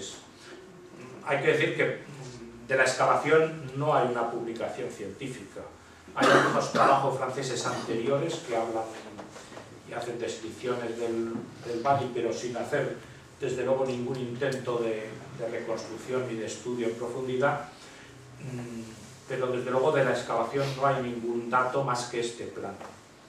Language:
Spanish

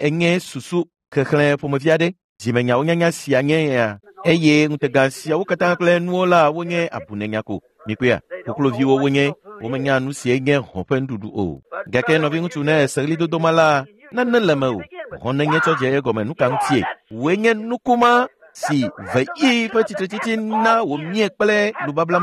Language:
Ewe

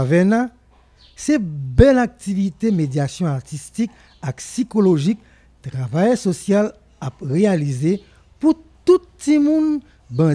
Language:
Haitian Creole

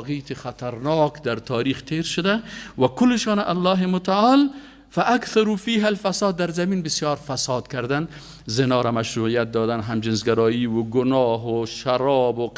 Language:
Persian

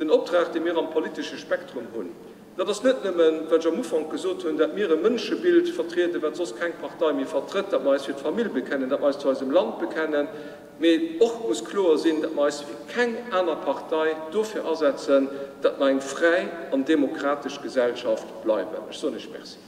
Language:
Luxembourgish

